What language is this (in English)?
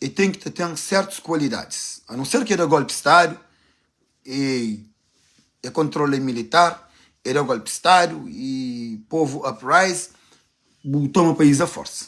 Kabuverdianu